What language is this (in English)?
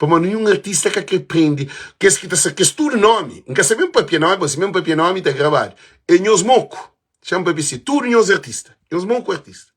Kabuverdianu